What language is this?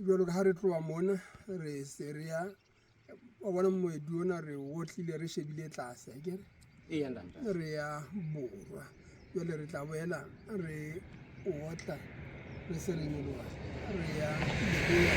Southern Sotho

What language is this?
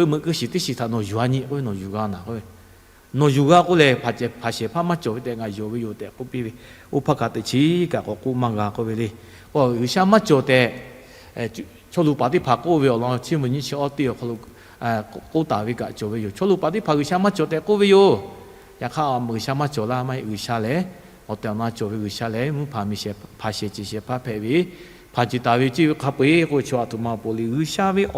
Lahu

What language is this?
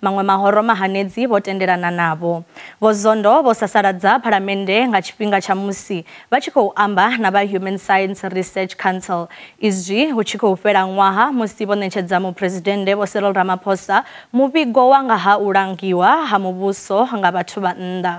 Venda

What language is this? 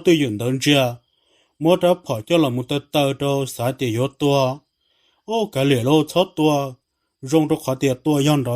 Hmong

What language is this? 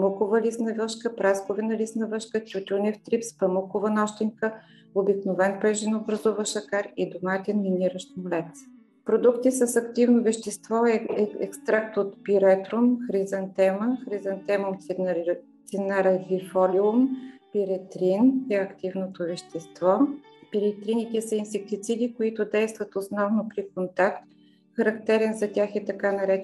Bulgarian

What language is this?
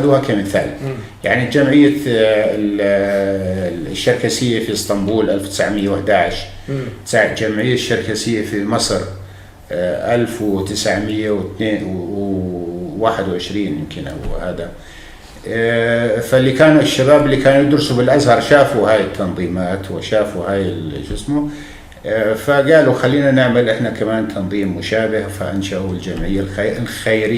North Levantine Arabic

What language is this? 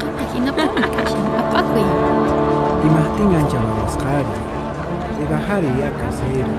Quechua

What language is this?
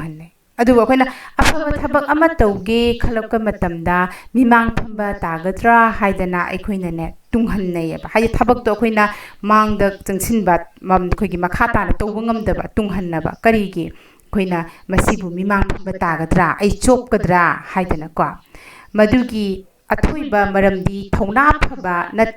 Manipuri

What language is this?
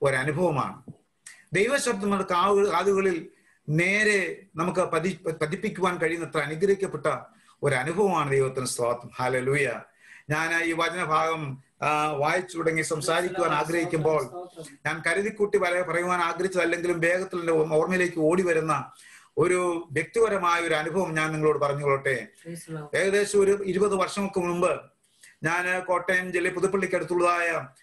Malayalam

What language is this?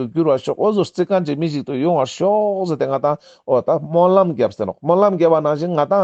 Ladakhi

